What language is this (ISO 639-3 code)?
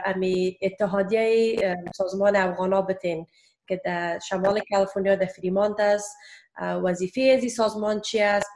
fas